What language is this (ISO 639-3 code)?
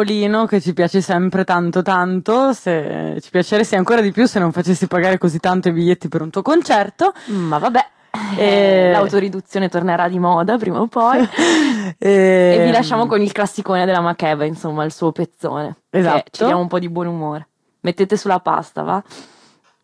ita